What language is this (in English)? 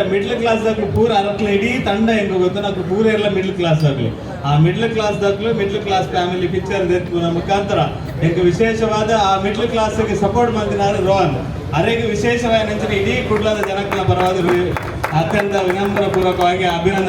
Tulu